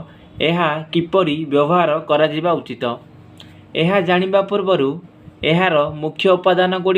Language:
Odia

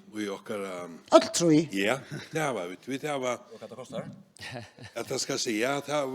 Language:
Faroese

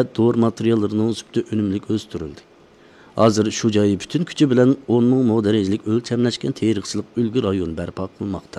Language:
Uyghur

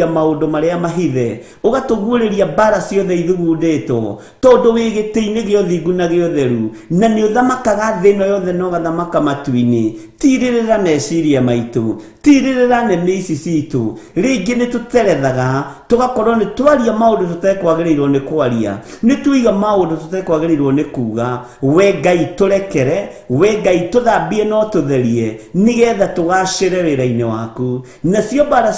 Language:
Kikuyu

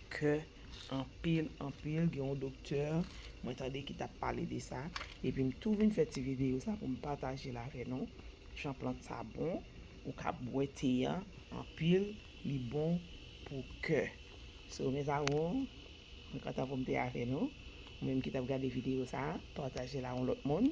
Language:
Haitian Creole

